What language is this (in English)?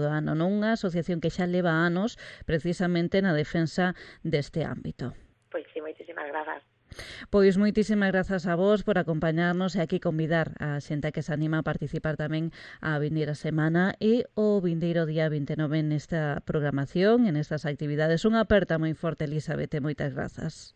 Galician